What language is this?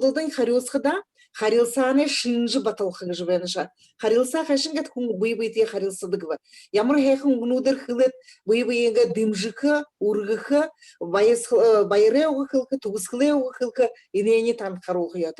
Buriat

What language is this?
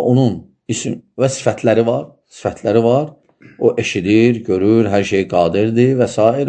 Azerbaijani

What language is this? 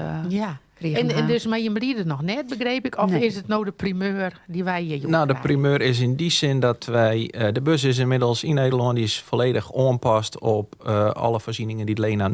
Western Frisian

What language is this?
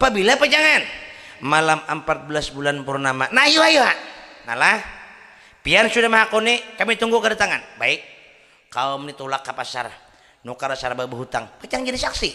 Banjar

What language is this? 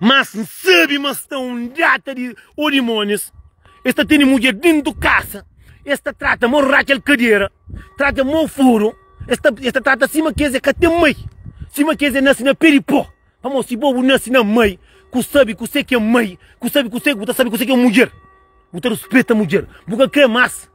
Kabuverdianu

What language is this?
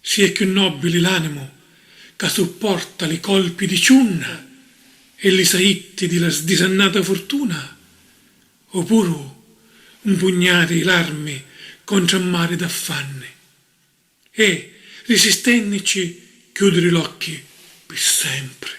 Sicilian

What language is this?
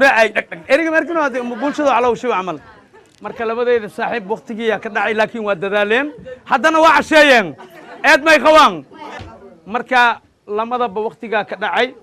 Somali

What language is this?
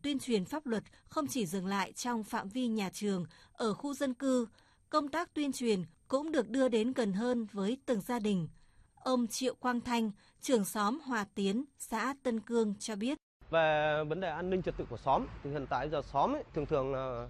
Vietnamese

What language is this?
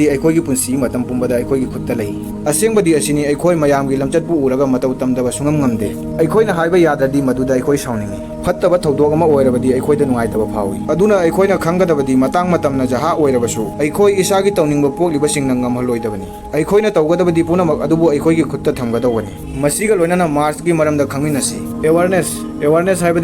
Manipuri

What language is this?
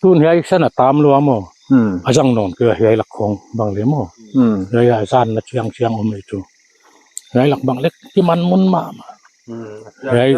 Paite Chin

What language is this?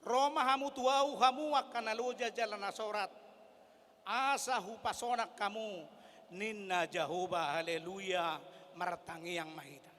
Batak Toba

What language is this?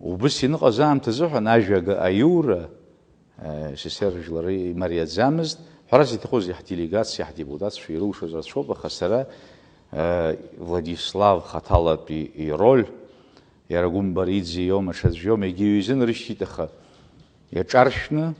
Abkhazian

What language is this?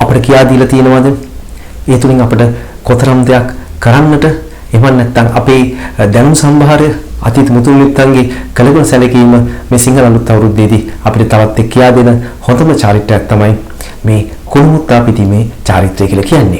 Sinhala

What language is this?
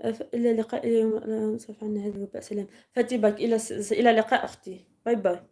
Algerian Arabic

